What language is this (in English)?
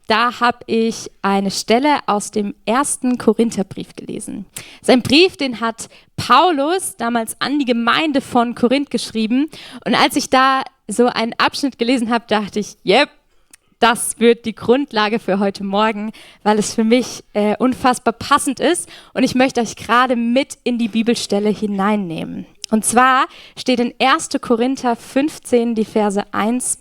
Swiss German